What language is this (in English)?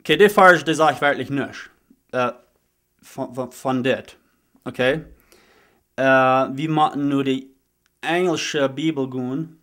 Plautdietsch